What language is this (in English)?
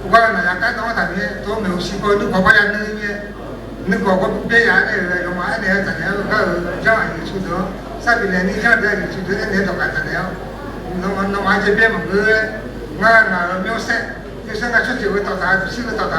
Akha